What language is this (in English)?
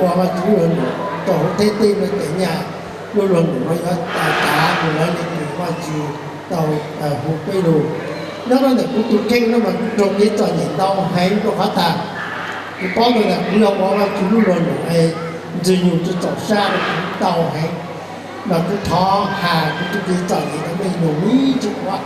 Hmong